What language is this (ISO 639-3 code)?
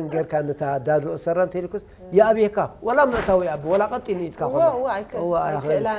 tir